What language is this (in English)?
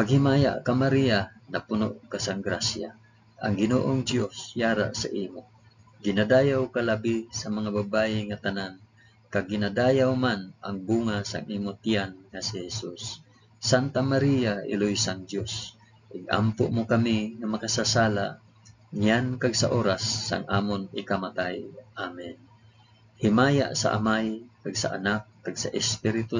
Hiligaynon